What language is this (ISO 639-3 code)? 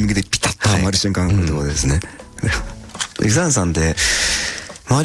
jpn